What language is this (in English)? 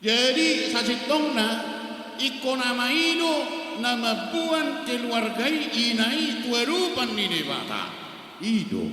Batak Toba